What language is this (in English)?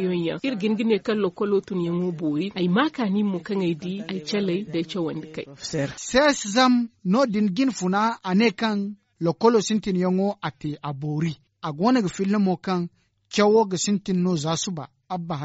Zarma